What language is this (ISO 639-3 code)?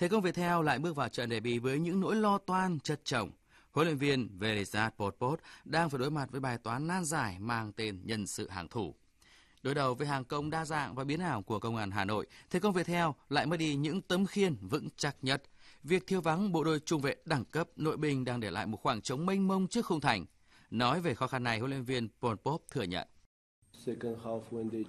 vie